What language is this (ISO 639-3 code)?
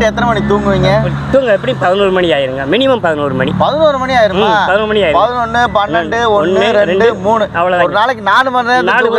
tam